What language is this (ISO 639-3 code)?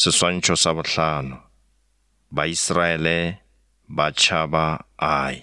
nso